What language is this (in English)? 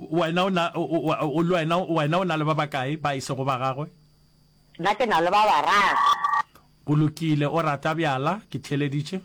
Northern Sotho